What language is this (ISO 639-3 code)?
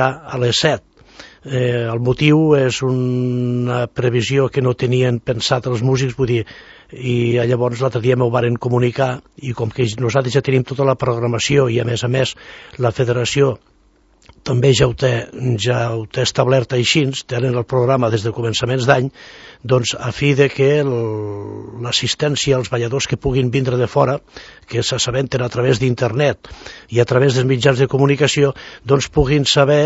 cat